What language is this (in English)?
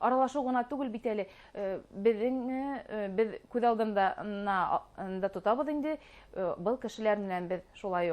Bashkir